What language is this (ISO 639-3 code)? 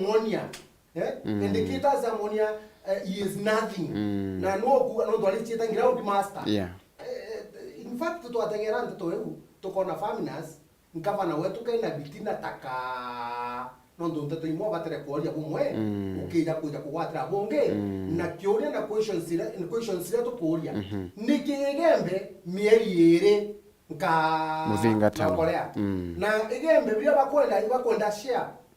mer